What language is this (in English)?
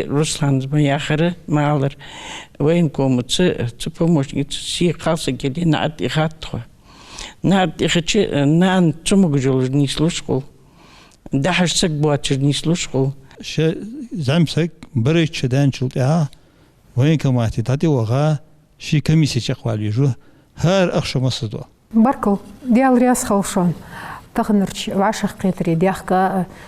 Ingush